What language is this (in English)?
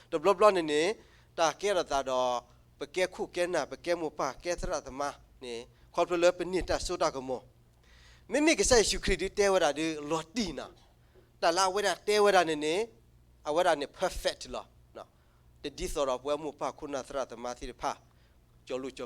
S'gaw Karen